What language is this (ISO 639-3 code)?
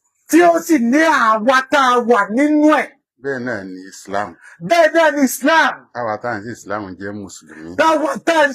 yor